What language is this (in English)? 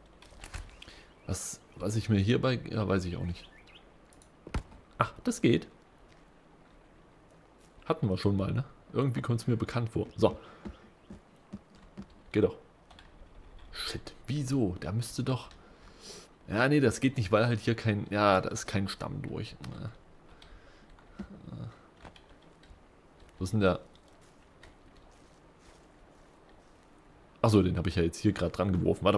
German